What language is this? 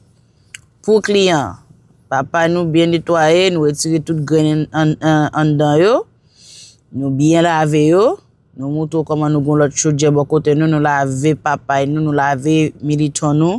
Haitian Creole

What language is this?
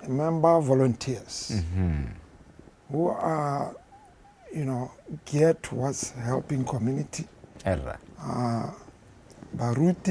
Tswana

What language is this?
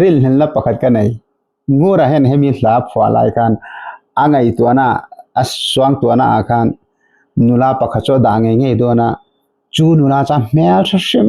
Mizo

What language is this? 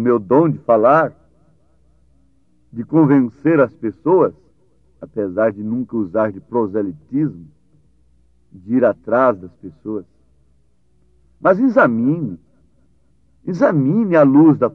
Portuguese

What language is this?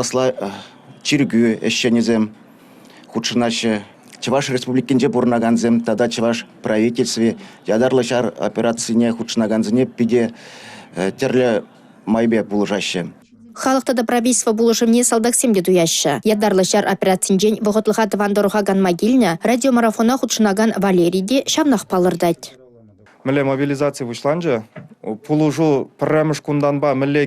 Chuvash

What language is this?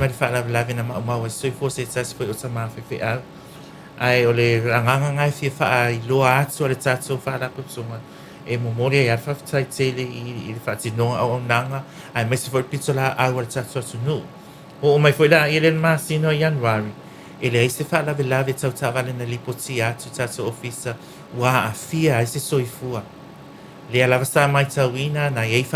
Samoan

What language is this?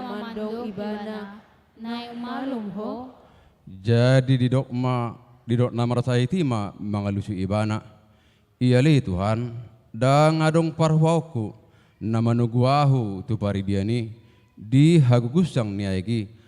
Batak Toba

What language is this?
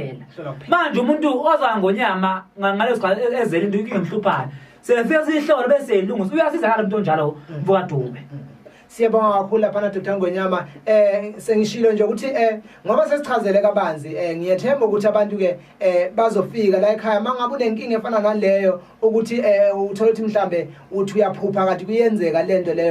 Zulu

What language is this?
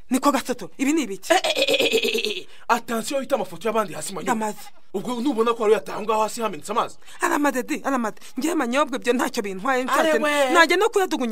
Kinyarwanda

